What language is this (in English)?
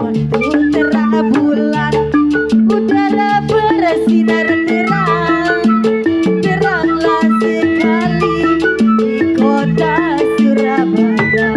Betawi